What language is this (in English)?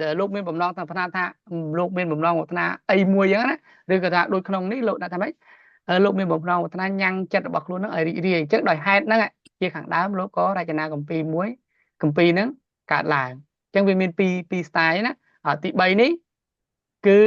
Khmer